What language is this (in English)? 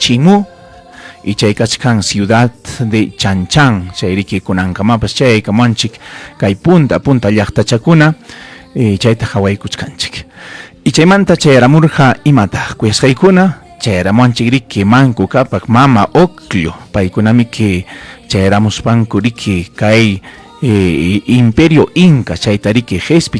Ayacucho Quechua